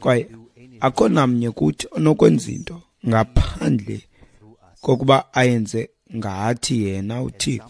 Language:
Xhosa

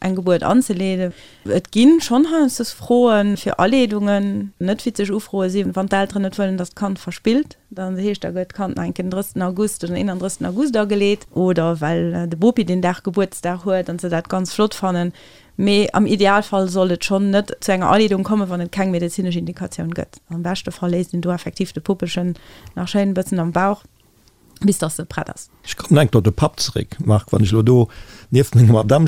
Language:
Luxembourgish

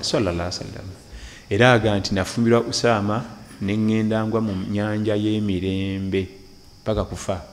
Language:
Ganda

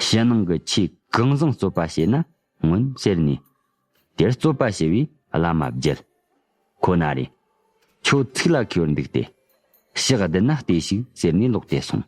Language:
Tibetan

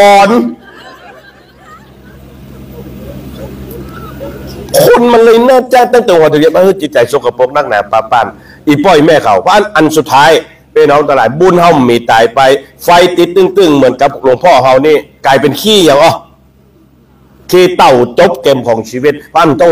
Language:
Thai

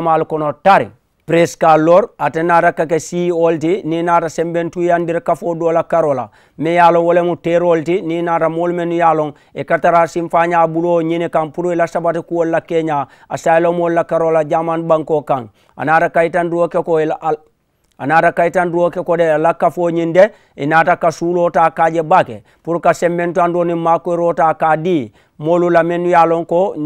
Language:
Mandingo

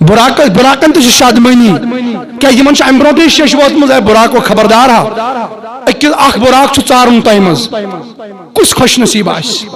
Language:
Kashmiri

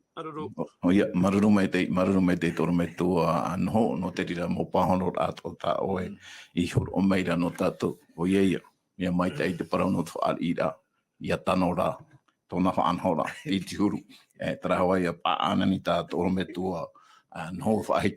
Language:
Tahitian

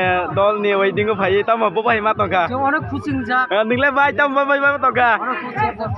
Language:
Kok Borok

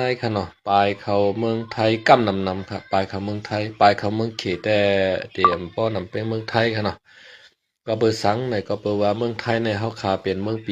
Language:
Shan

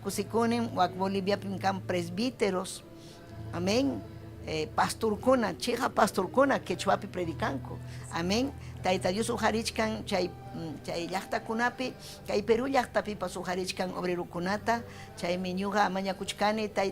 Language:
Ayacucho Quechua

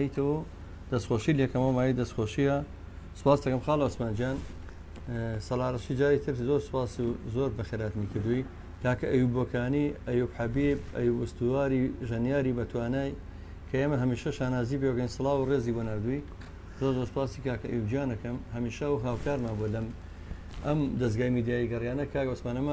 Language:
Central Kurdish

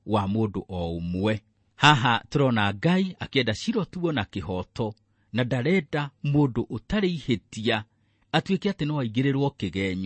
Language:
Kikuyu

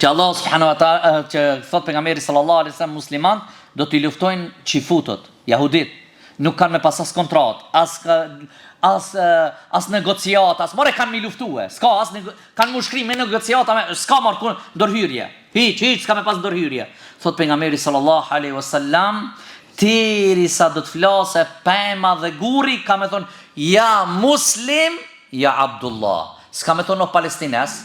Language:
Albanian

